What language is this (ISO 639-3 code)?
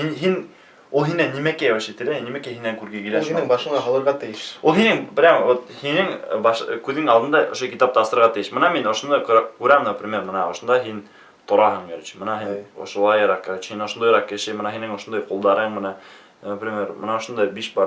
bak